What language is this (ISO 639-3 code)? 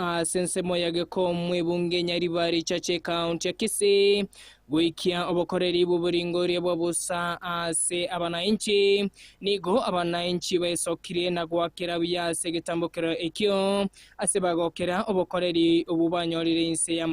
guz